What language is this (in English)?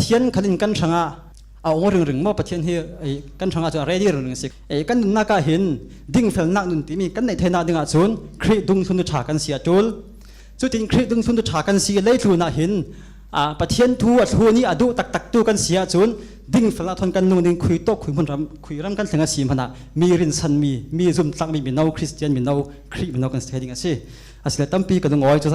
Falam Chin